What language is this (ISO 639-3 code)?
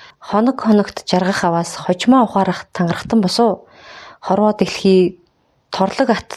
mon